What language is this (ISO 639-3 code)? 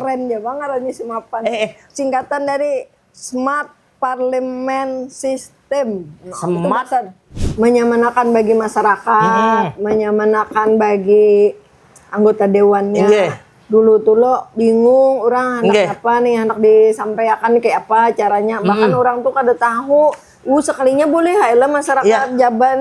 bjn